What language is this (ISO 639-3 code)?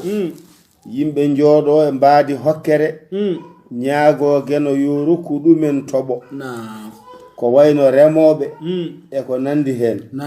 ful